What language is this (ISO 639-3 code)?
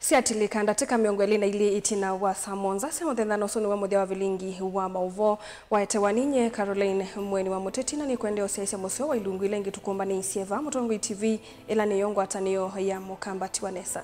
kam